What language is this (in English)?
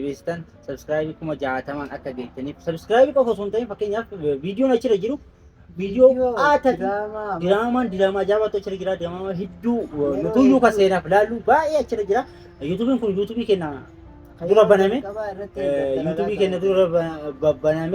Oromo